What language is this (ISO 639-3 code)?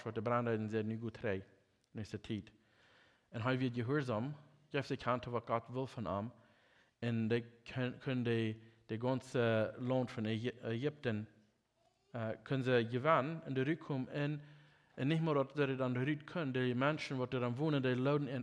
pdt